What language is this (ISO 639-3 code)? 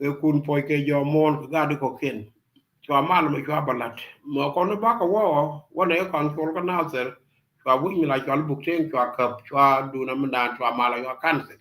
nus